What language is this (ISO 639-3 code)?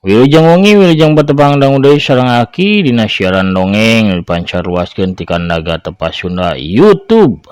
sun